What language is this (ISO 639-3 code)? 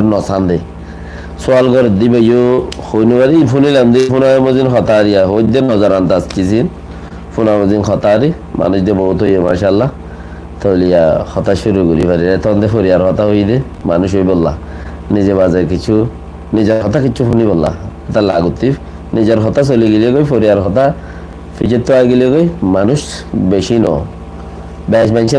rhg